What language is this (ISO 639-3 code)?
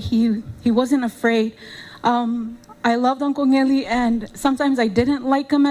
smo